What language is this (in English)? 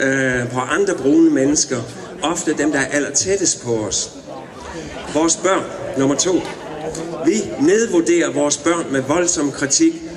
Danish